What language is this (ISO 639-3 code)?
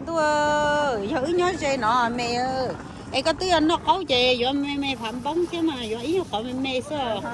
hmn